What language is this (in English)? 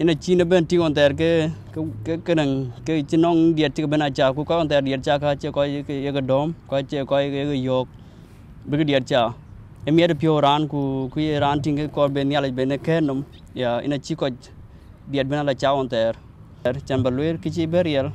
Dinka